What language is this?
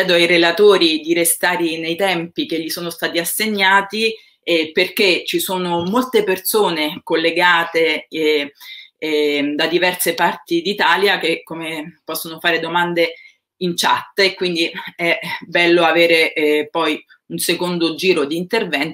Italian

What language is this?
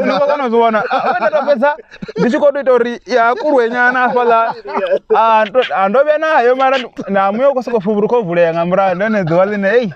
Venda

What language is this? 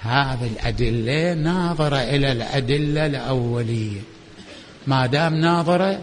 Mesopotamian Arabic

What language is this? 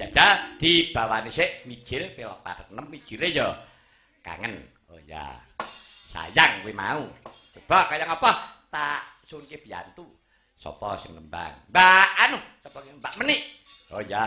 Javanese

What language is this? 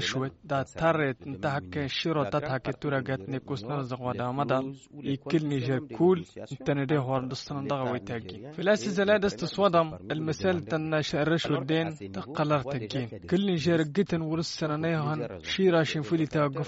Tamasheq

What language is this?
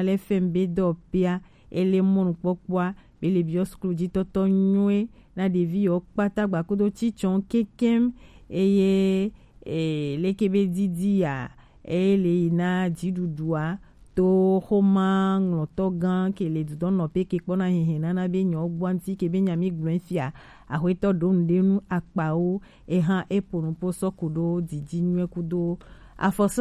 Gen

